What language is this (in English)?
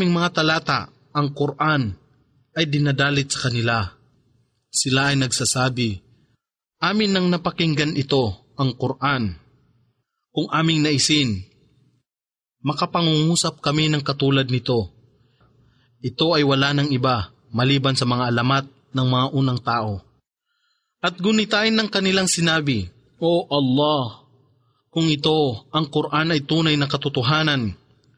Filipino